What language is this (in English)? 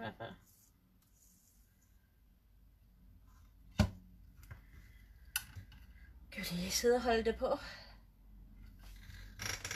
Danish